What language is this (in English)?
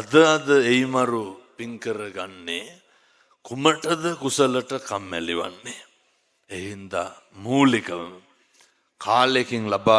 Sinhala